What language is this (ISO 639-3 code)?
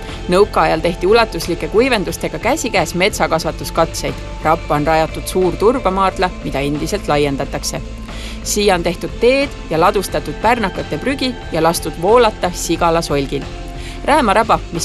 est